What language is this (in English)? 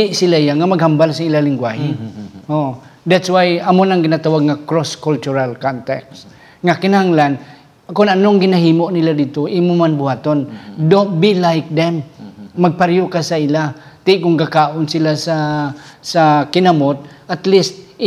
Hiligaynon